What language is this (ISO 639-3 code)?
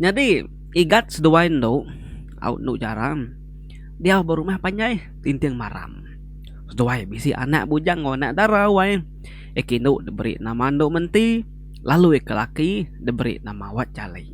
iba